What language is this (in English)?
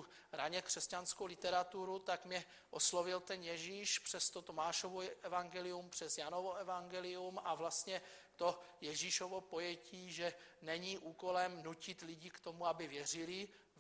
Czech